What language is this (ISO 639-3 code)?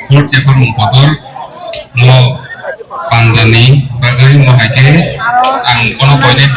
trp